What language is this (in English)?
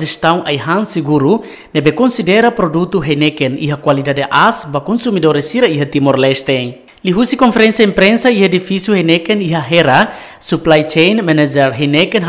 Tetum